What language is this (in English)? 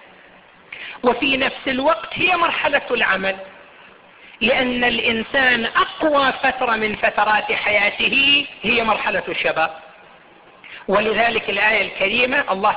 Arabic